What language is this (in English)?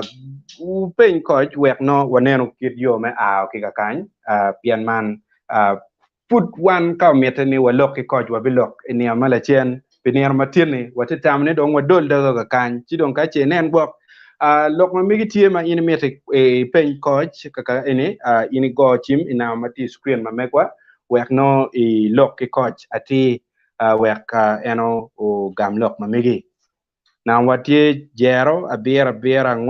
Acoli